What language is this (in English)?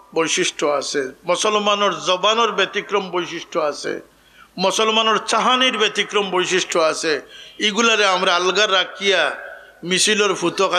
Sylheti